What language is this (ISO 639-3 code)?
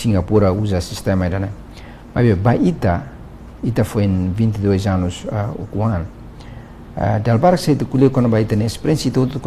tet